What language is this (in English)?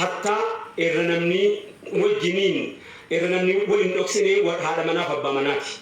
Oromo